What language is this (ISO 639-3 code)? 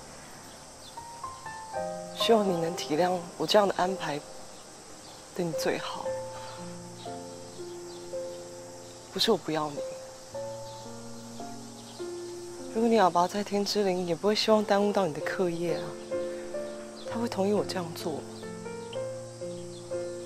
zho